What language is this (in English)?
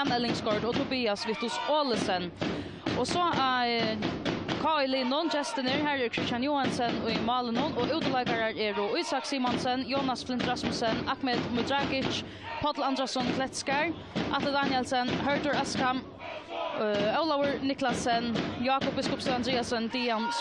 Faroese